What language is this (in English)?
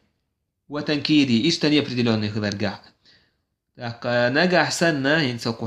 Chechen